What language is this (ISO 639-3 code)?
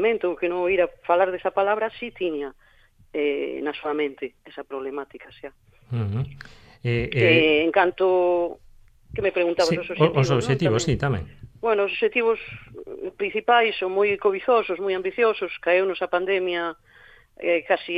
glg